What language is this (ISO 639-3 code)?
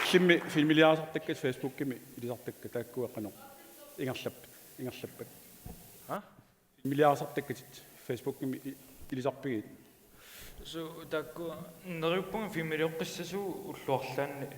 kal